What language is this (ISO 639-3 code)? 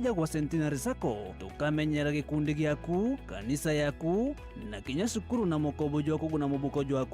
mer